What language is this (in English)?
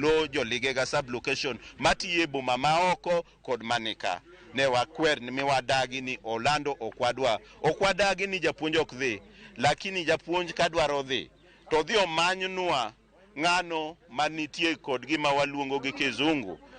Luo (Kenya and Tanzania)